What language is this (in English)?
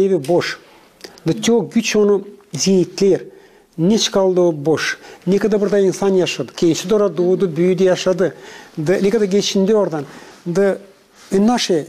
Gagauz